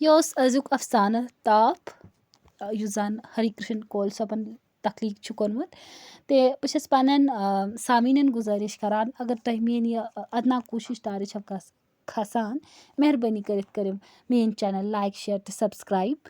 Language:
Kashmiri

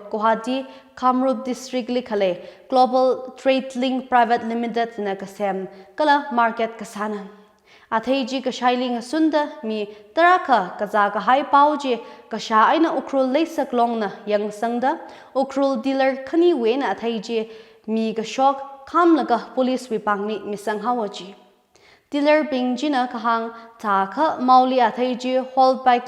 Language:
Tangkhul Naga (India)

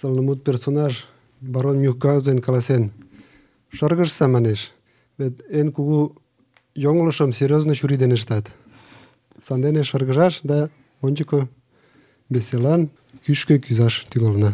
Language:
Mari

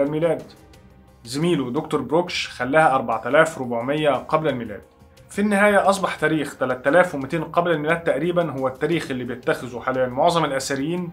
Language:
Egyptian Arabic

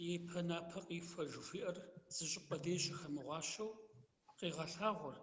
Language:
Kabardian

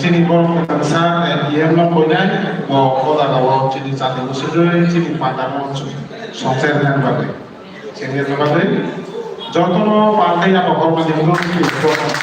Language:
Kok Borok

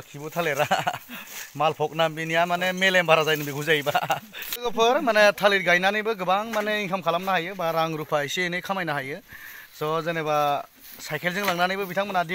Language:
Bodo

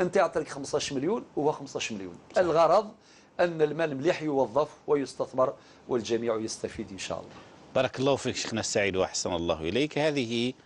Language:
Algerian Arabic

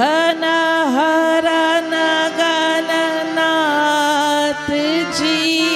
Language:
Hindi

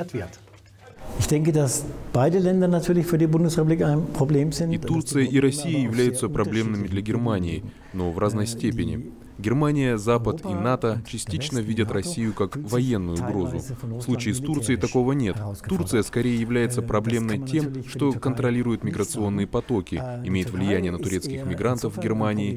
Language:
Russian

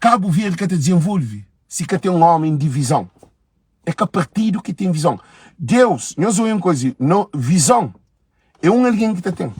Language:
Kabuverdianu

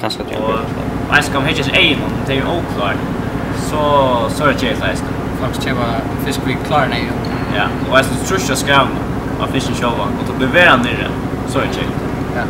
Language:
Faroese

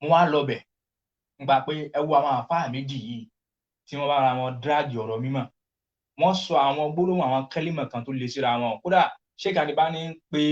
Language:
Yoruba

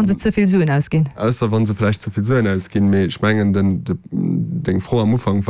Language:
Luxembourgish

